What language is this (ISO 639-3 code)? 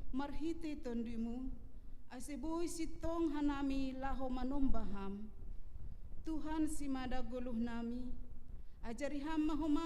bts